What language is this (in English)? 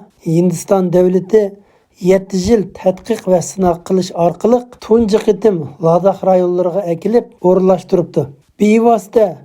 Uyghur